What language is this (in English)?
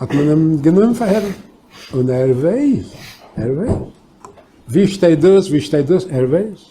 Yiddish